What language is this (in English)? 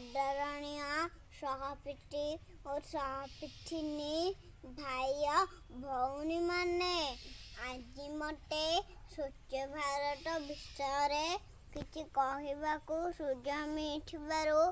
Odia